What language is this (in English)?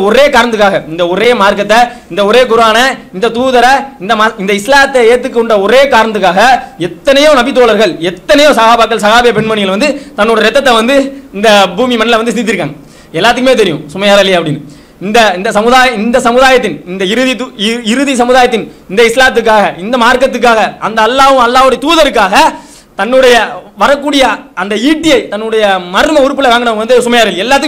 Tamil